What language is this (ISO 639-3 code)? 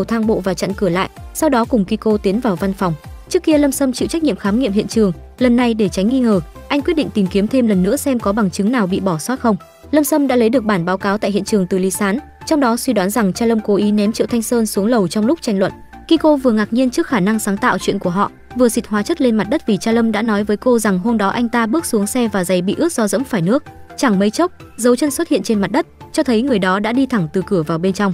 vie